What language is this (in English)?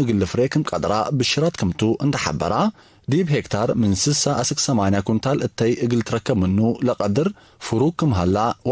Tigre